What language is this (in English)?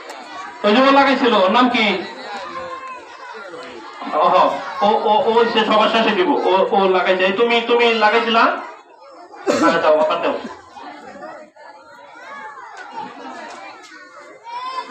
Bangla